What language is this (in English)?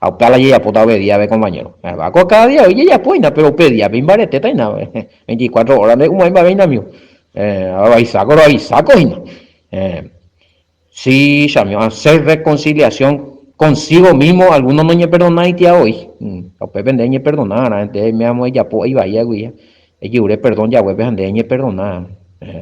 Guarani